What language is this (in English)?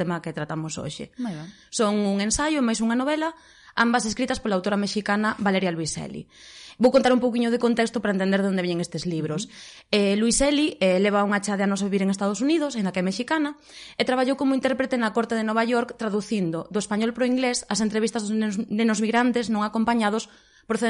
Galician